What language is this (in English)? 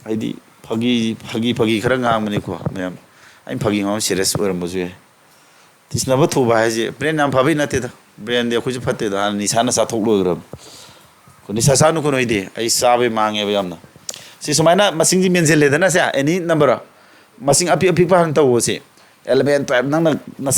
Manipuri